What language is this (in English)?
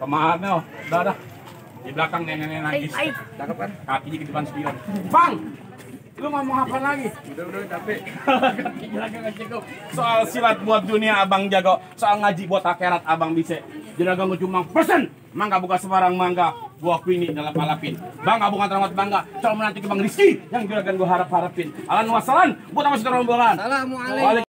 Betawi